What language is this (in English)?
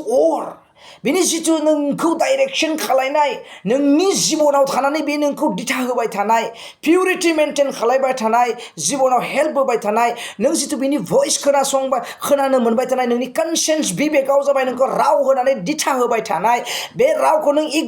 Bodo